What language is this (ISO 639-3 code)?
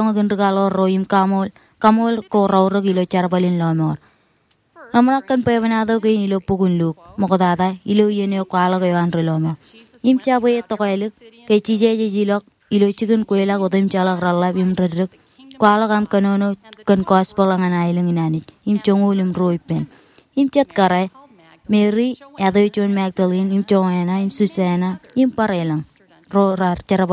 mah